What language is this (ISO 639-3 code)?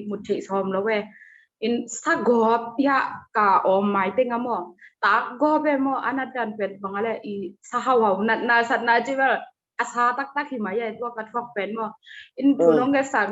ctd